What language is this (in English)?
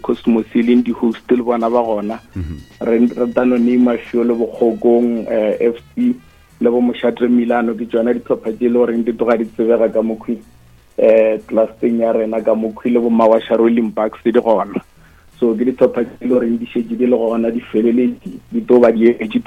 Northern Sotho